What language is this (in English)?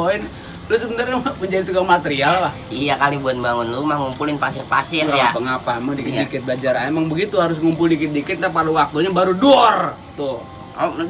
Betawi